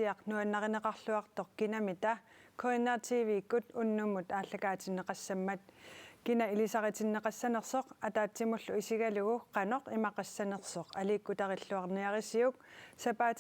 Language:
Kalaallisut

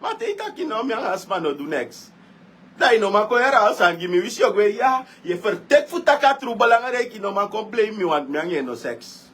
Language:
Sranan Tongo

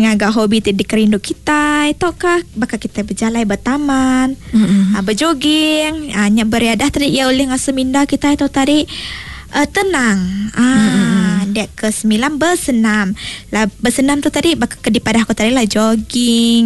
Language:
Iban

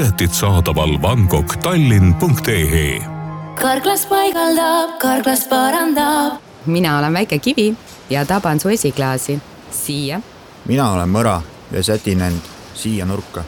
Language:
Estonian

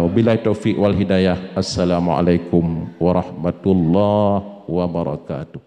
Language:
Achinese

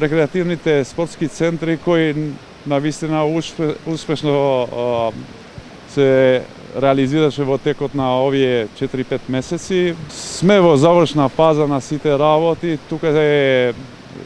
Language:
Macedonian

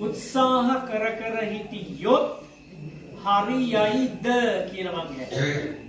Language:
Sinhala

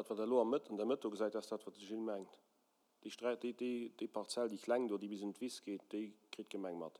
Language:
Luxembourgish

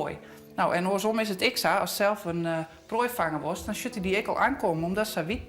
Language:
Western Frisian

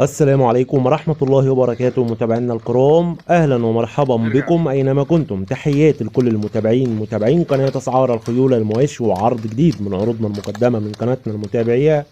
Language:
Egyptian Arabic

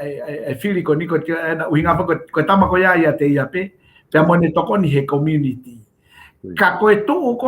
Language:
Tongan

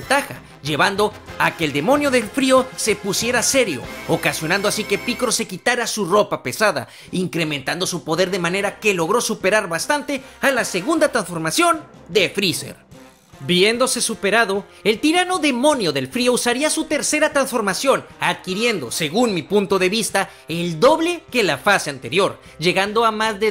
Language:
Spanish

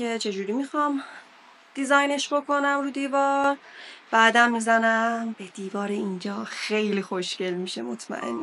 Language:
Persian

